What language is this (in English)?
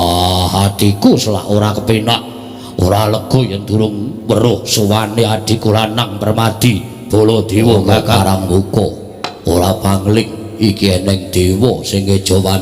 Javanese